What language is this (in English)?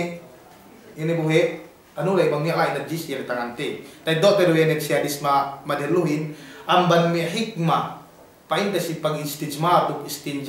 Yakan